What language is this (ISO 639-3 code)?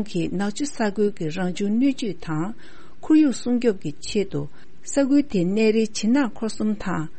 bod